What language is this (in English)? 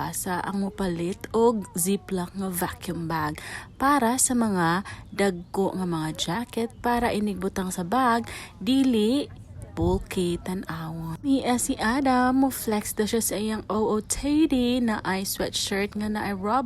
Cebuano